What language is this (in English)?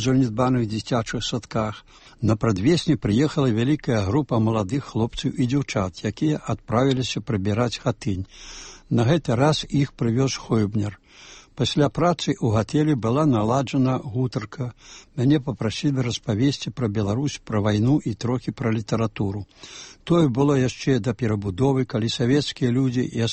Belarusian